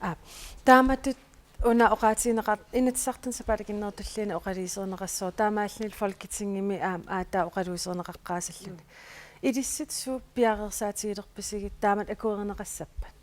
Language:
Kalaallisut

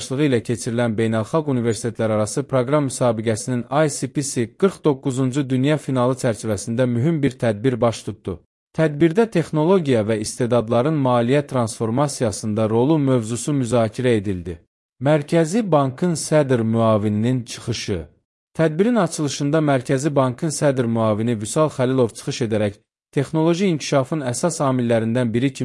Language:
Azerbaijani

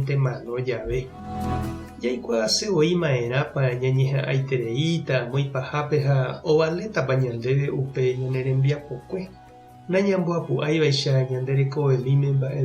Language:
Guarani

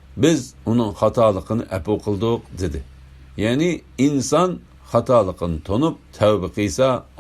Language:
Uyghur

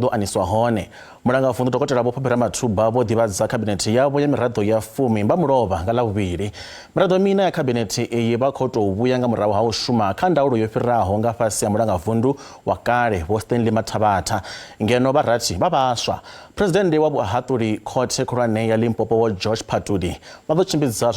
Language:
Venda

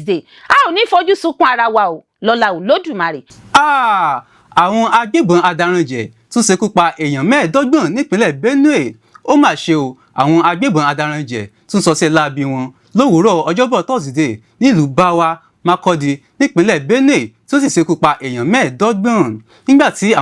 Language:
Yoruba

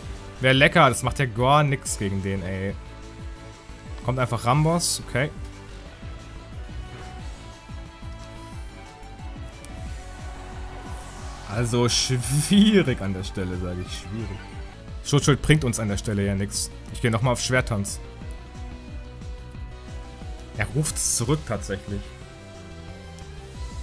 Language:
German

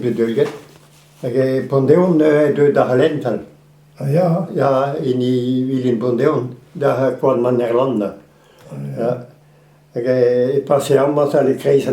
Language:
Breton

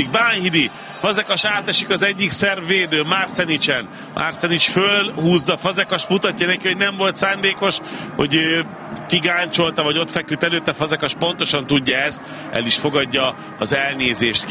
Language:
Hungarian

